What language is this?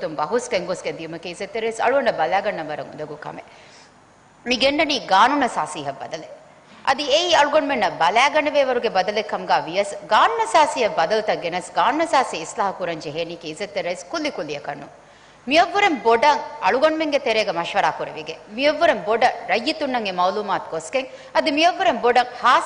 Divehi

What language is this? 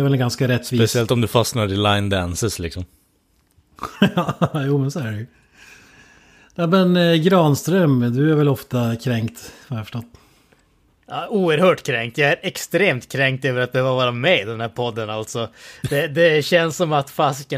Swedish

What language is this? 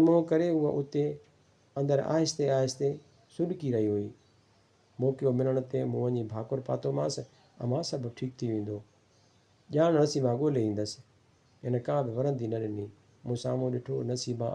Sindhi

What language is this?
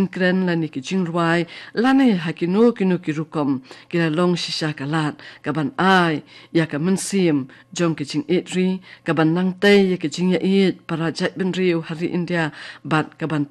Khasi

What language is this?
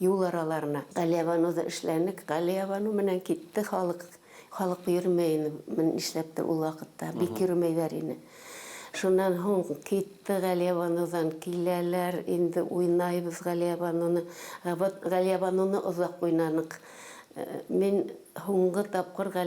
Bashkir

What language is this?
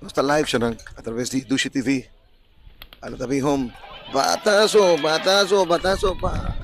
Papiamento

